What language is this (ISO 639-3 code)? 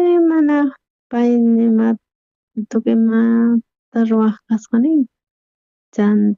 quh